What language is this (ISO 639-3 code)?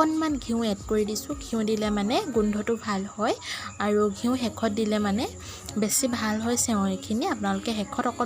asm